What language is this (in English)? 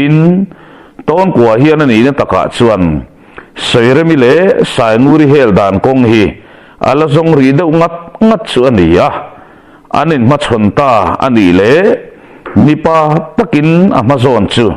Mizo